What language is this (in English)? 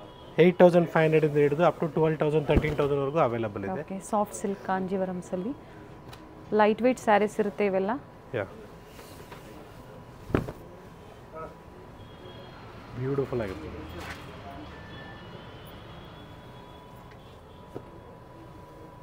Kannada